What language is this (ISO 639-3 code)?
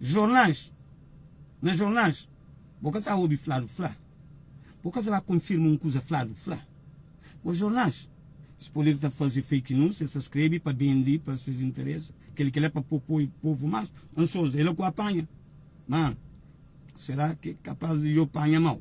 kea